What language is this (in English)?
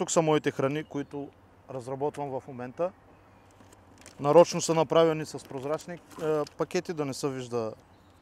Bulgarian